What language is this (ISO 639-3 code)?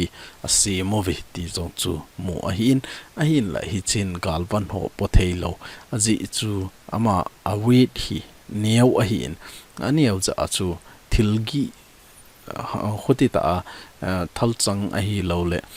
tcz